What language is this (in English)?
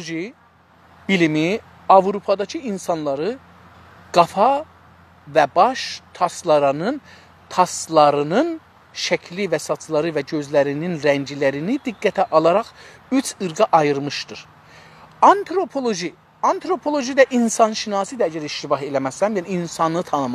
South Azerbaijani